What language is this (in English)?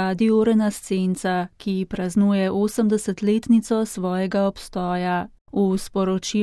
Slovenian